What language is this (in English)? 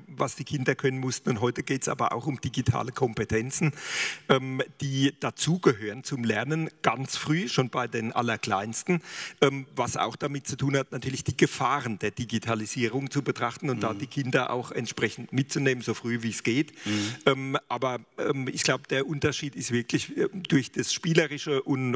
German